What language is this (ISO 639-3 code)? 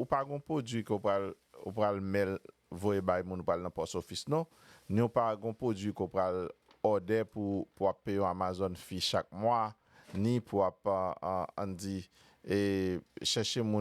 hat